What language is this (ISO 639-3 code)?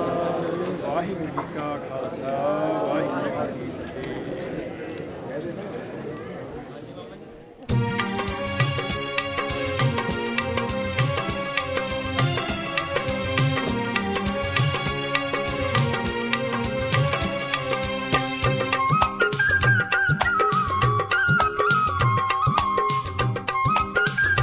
pan